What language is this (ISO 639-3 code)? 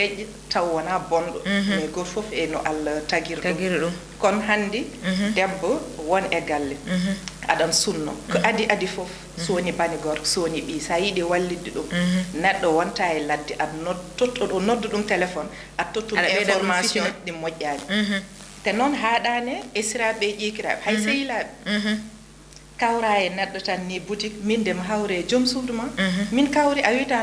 ful